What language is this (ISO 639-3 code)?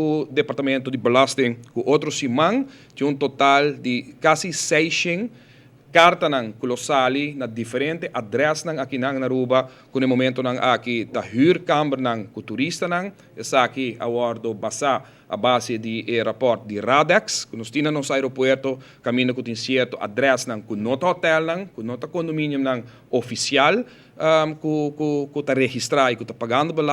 pap